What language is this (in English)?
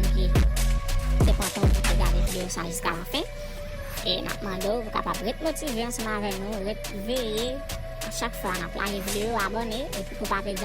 Haitian Creole